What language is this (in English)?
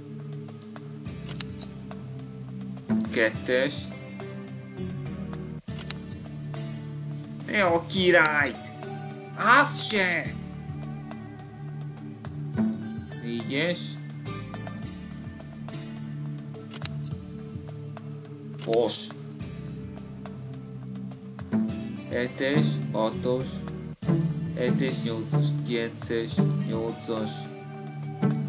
Hungarian